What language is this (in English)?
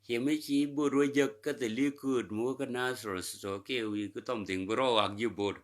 Nuer